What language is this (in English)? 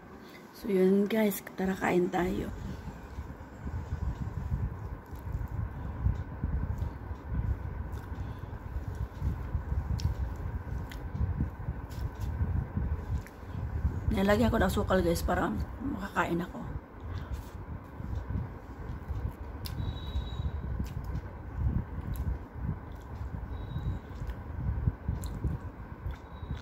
Filipino